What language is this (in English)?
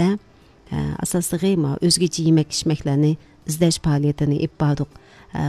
Uyghur